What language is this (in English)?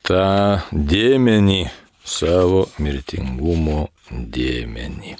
Lithuanian